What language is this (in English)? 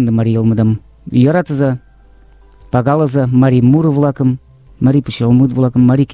Mari